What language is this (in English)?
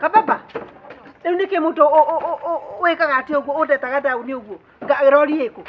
Kikuyu